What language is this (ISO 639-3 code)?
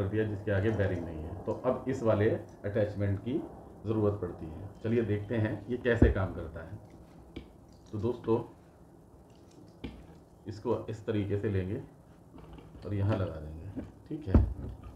hin